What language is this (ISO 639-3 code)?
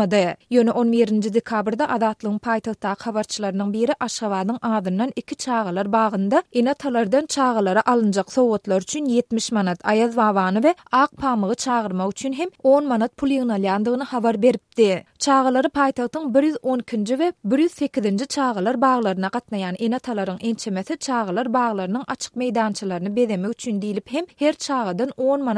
tuk